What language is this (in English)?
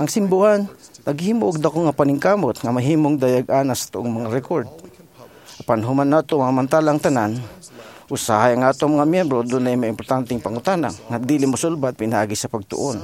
Cebuano